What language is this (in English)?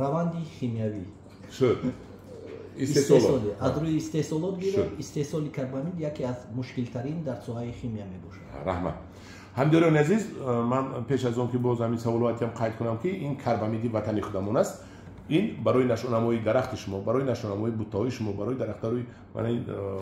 Tajik